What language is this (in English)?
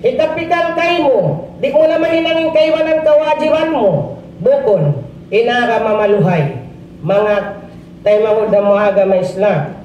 Tausug